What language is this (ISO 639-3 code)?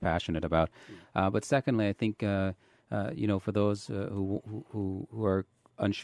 eng